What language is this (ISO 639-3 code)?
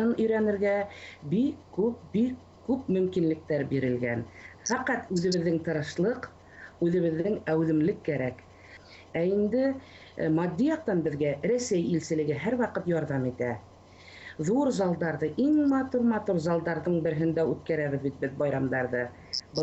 bak